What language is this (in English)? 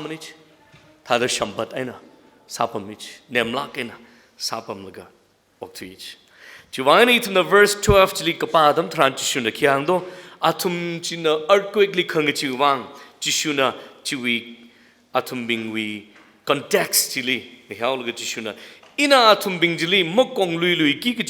Tangkhul Naga (India)